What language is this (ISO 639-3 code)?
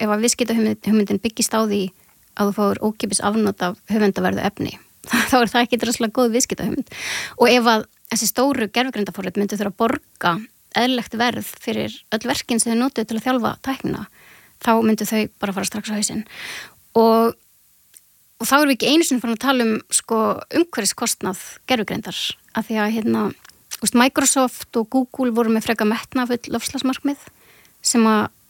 isl